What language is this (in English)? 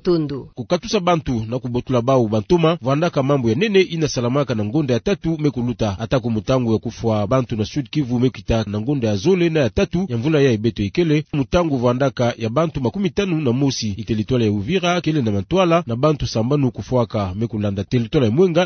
Kituba (Democratic Republic of Congo)